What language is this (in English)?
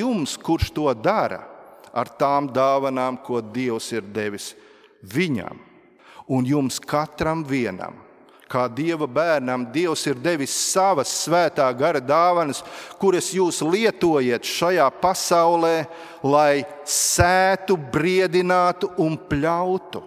Latvian